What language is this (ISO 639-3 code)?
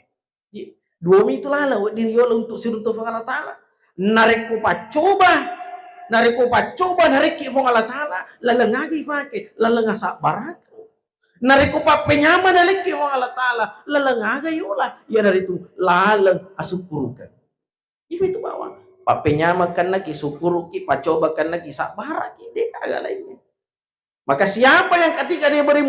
bug